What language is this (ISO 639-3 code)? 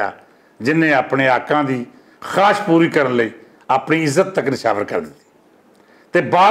lah